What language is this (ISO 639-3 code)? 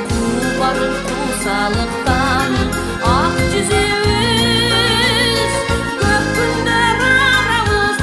kir